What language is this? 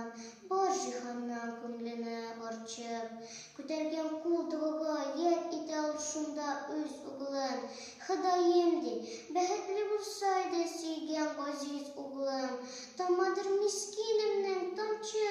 Tatar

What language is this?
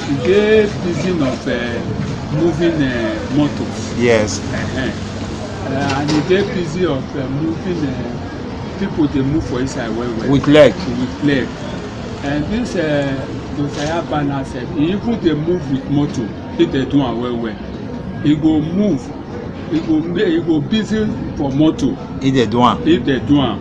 Nigerian Pidgin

